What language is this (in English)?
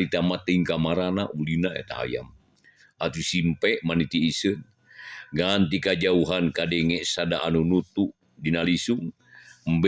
Sundanese